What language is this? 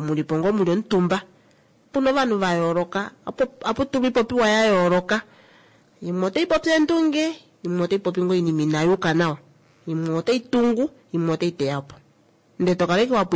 Kuanyama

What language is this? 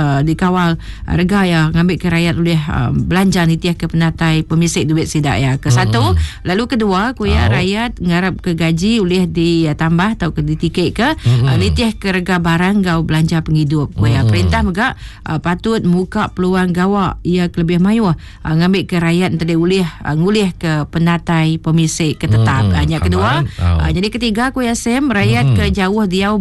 Iban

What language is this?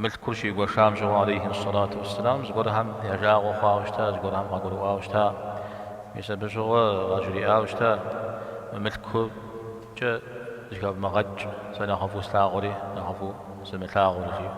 Kabardian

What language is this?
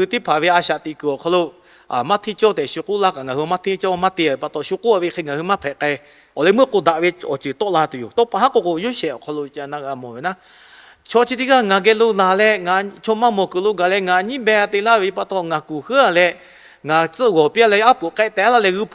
Lahu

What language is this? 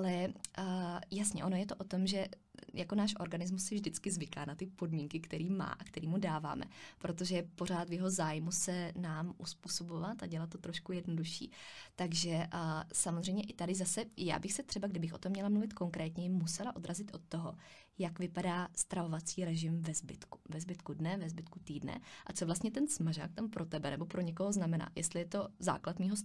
Czech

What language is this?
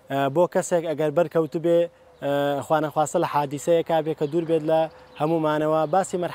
Central Kurdish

